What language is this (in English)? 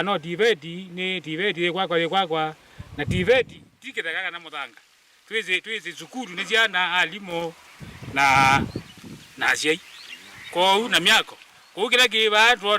Kamba